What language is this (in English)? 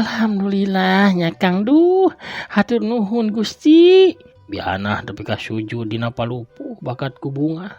Sundanese